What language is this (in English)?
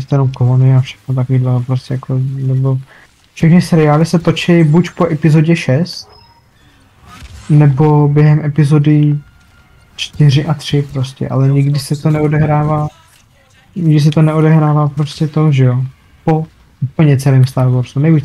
Czech